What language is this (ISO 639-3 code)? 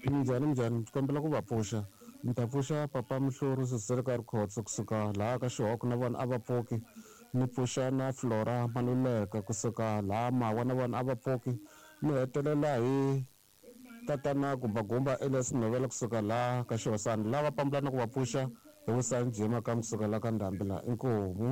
tso